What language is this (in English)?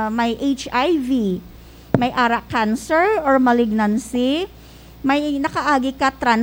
Hiligaynon